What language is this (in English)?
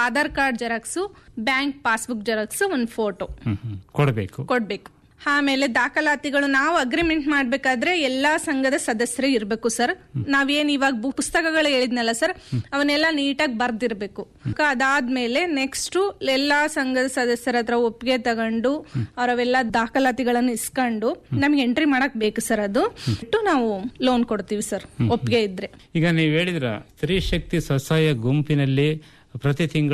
Kannada